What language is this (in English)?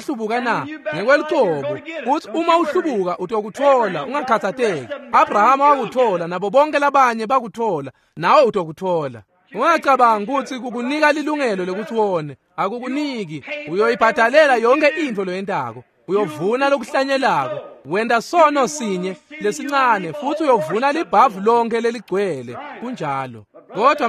Swati